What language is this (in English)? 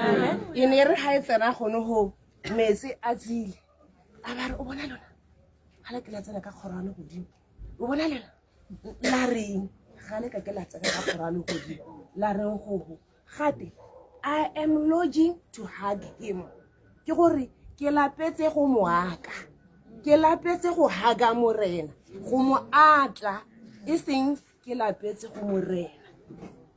Tswana